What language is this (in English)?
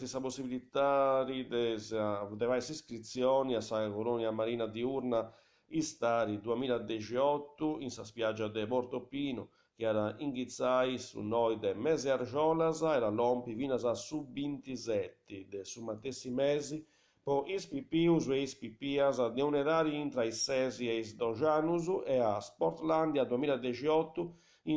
Sardinian